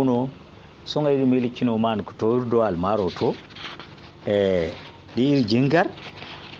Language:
Zarma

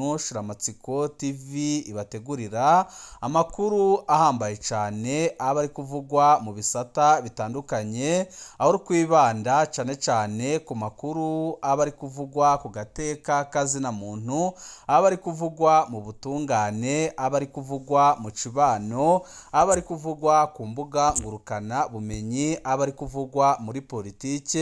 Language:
Rundi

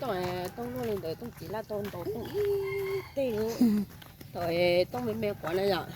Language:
Hmong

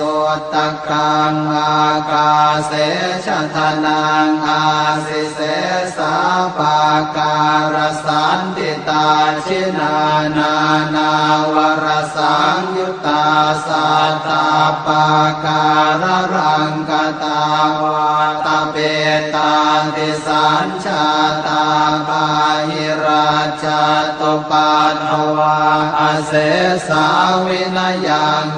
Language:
Pali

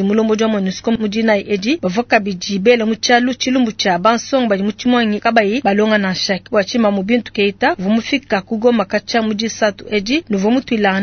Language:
Luba-Lulua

